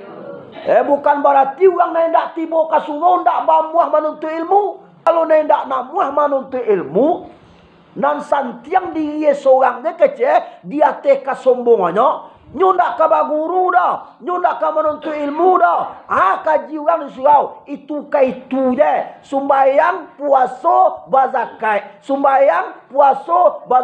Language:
Minangkabau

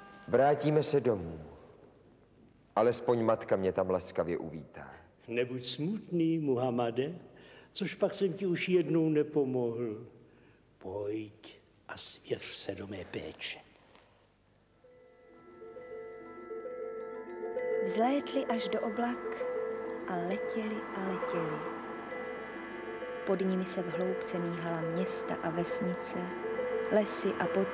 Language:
Czech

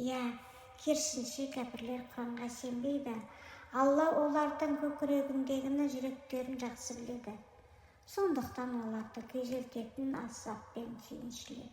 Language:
Kazakh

